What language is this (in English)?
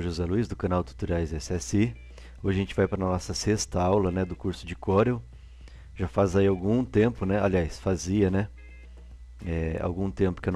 Portuguese